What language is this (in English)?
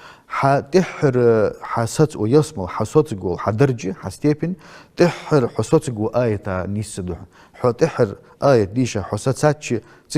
Ingush